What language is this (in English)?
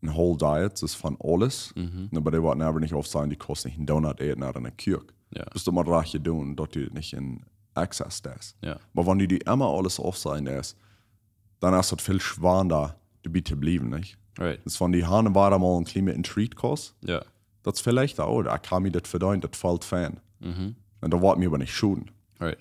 Plautdietsch